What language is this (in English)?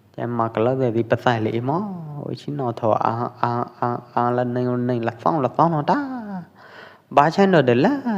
Pwo Eastern Karen